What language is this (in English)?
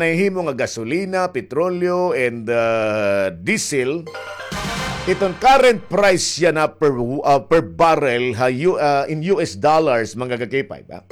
Waray